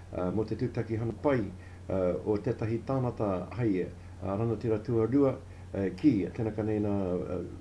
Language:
Māori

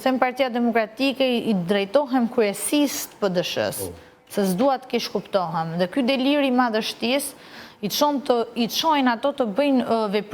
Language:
Albanian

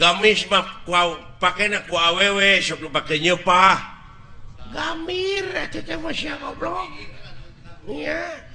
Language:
Sundanese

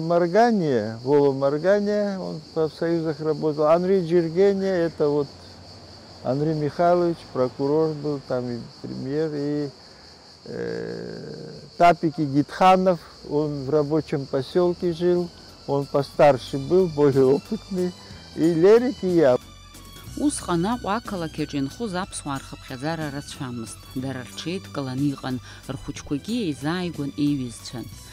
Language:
Abkhazian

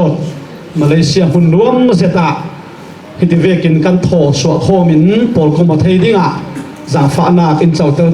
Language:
Falam Chin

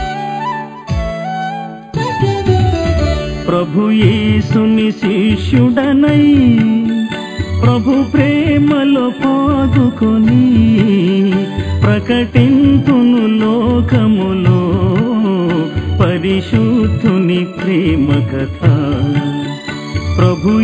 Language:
Telugu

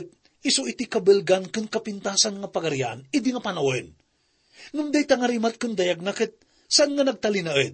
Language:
Iloko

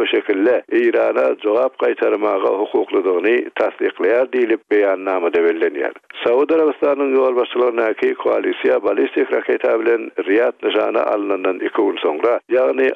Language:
Turkmen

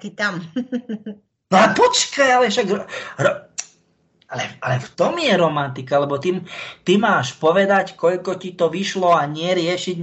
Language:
Slovak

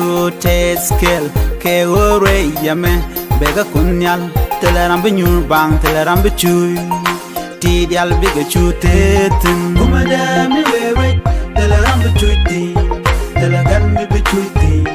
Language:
Nuer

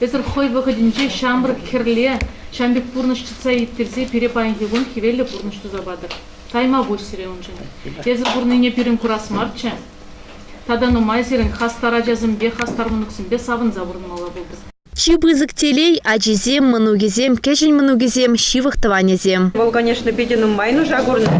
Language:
Chuvash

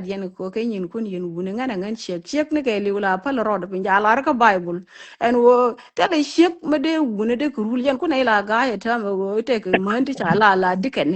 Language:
Nuer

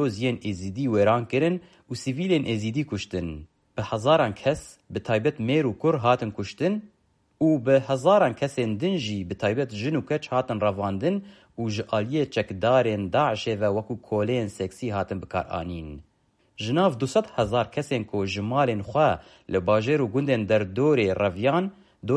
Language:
Kurdish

